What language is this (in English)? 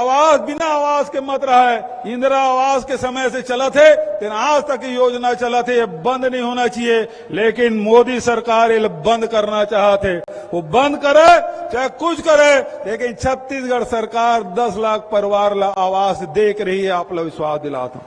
Chhattisgarhi